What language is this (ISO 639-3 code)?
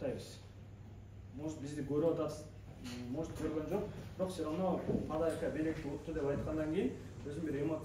kir